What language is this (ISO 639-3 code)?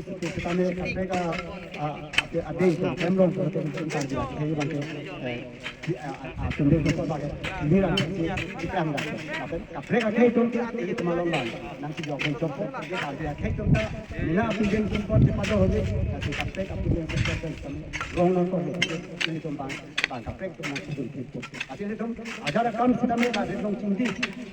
mjw